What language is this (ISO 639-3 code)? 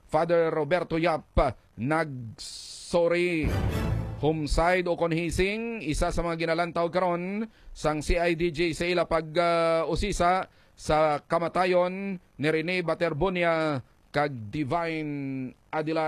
hil